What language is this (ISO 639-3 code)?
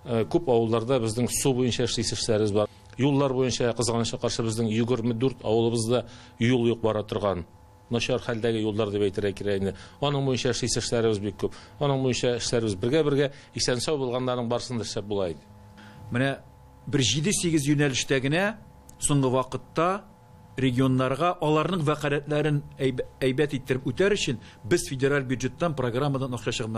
tat